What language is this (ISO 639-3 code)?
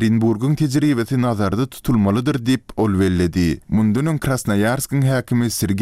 tuk